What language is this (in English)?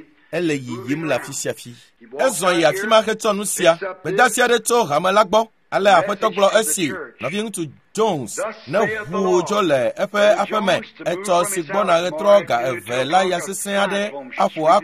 Ewe